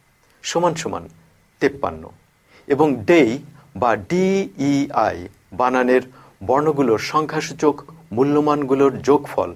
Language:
Bangla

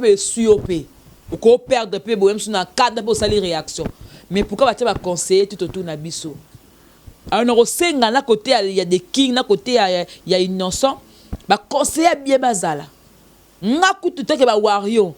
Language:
Lingala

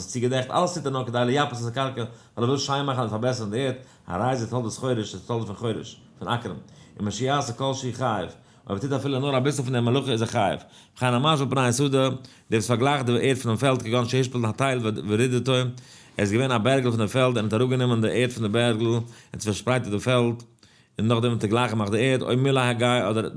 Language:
Yiddish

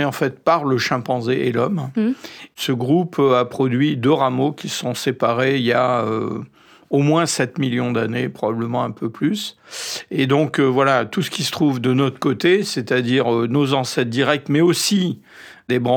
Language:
French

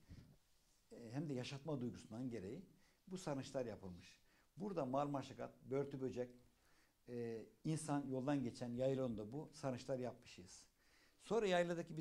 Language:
Turkish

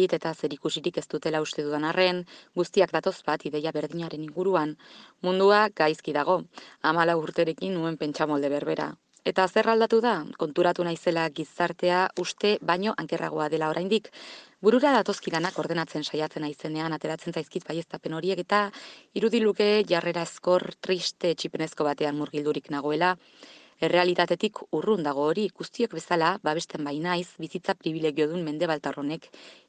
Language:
Basque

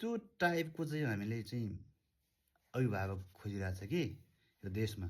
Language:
Nepali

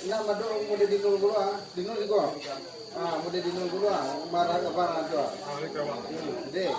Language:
Minangkabau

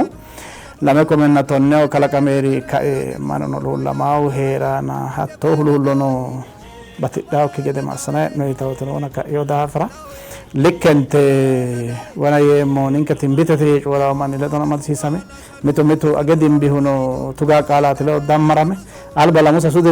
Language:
Sidamo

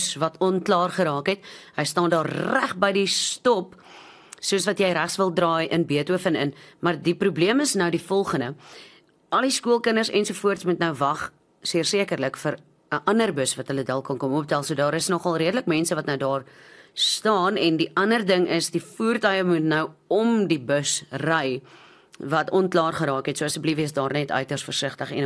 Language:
Afrikaans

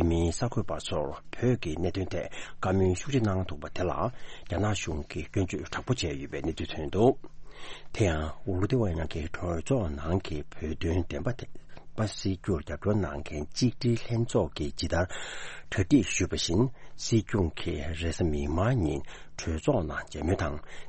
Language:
Tibetan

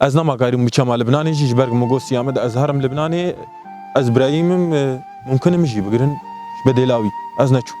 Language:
Kurdish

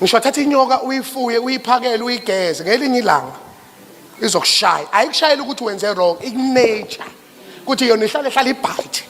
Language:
Zulu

